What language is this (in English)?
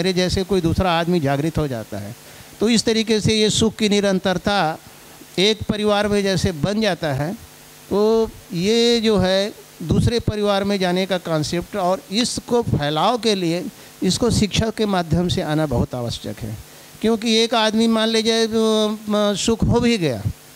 Hindi